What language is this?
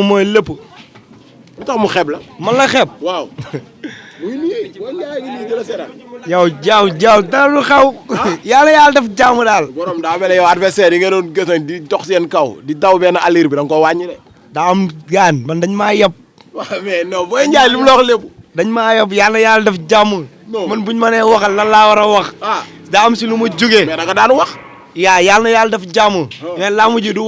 Wolof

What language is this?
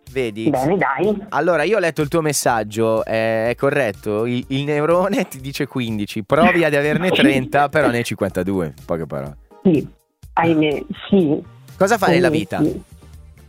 Italian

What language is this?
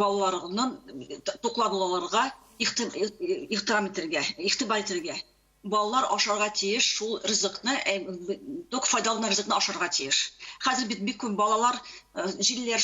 Tatar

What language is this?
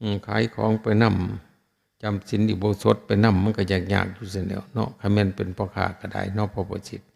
Northeastern Thai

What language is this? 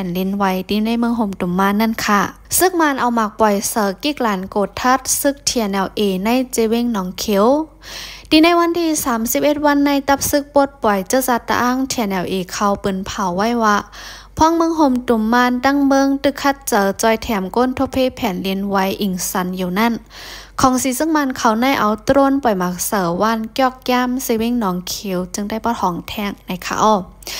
Lao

